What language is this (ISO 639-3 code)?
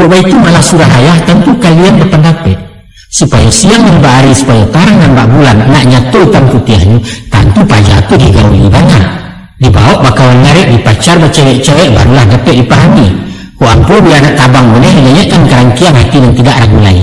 min